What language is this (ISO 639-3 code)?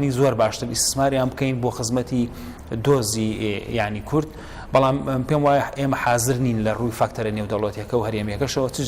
ckb